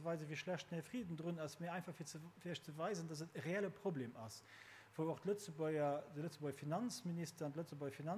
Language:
Luxembourgish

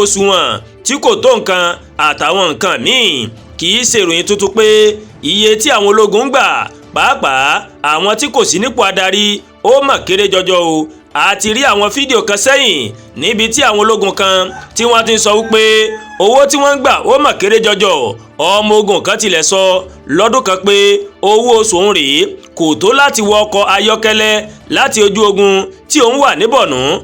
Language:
Yoruba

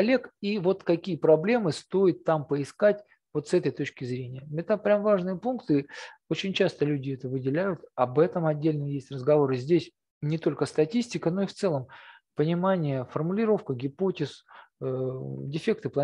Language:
Russian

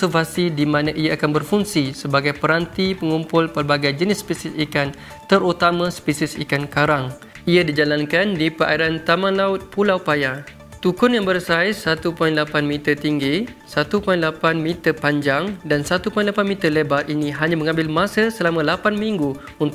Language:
Malay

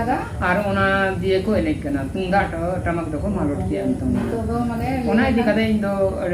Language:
Santali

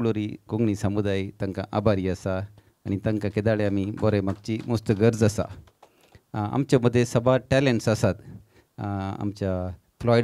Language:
Konkani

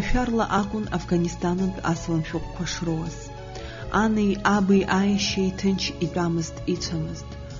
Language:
Abkhazian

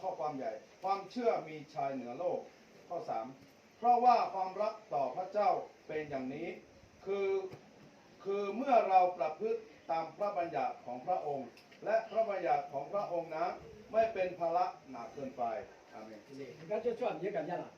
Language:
Akha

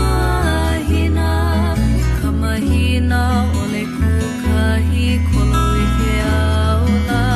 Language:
Hawaiian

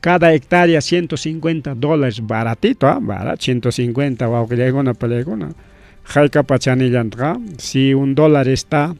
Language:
Ayacucho Quechua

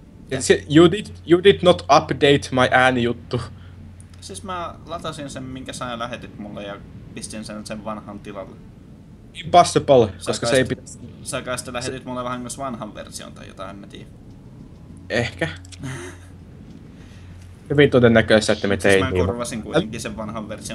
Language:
Finnish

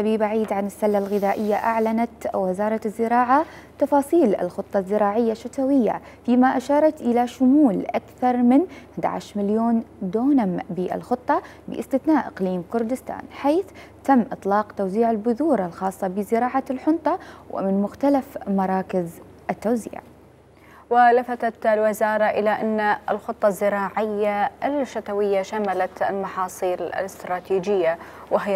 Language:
Mesopotamian Arabic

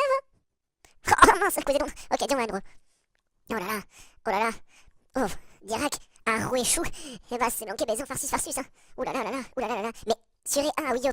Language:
Breton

